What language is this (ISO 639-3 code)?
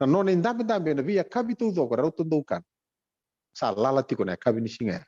fij